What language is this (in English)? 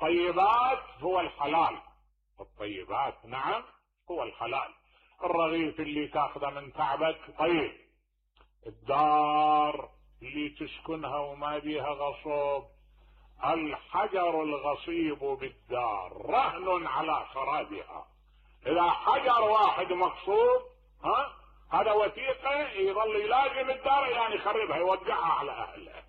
Mesopotamian Arabic